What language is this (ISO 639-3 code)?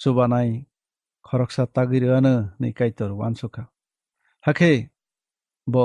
trp